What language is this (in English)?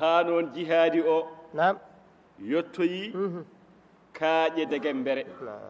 Fula